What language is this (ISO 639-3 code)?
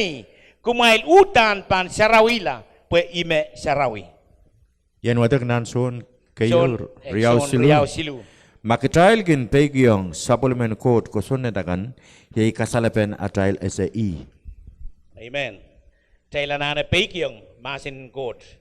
pon